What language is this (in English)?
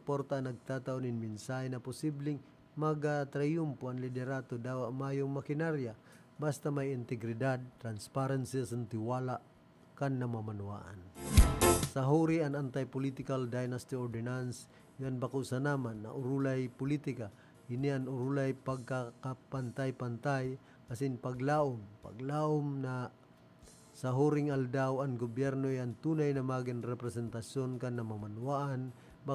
Bikol